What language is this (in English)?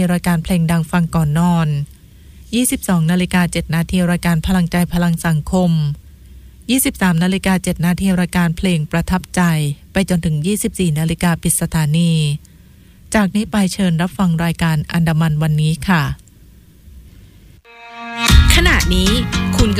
Thai